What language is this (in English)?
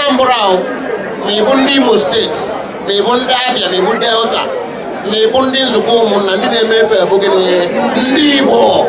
Igbo